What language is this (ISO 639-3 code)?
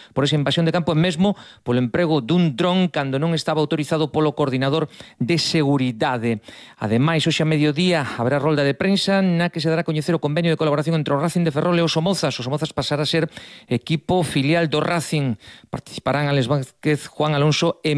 glg